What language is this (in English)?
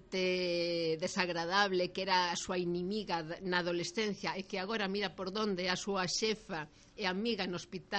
Galician